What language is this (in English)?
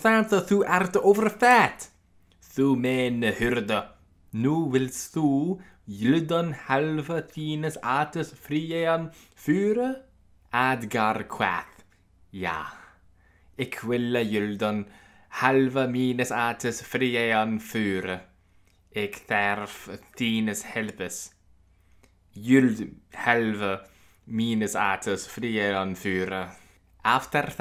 Latin